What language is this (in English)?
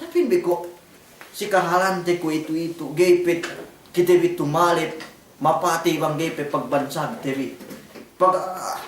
Yakan